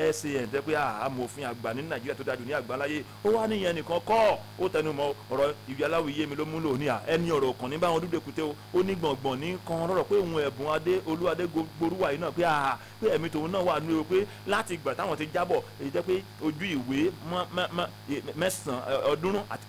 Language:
Yoruba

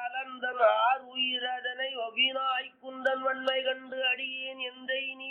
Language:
Tamil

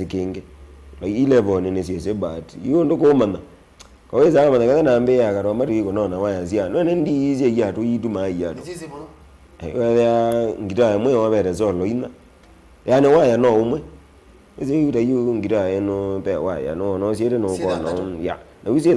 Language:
Kamba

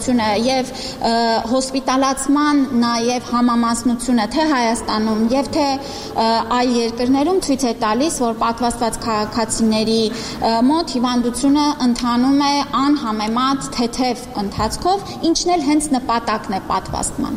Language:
Armenian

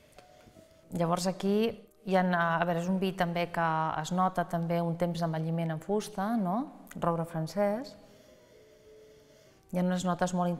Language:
Catalan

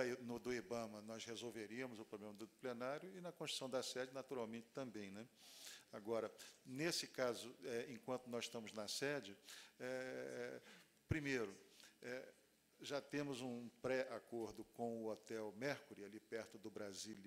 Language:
Portuguese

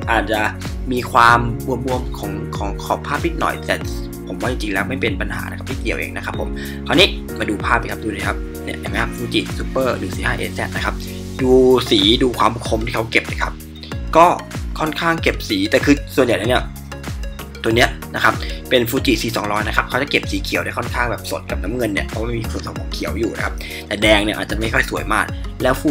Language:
Thai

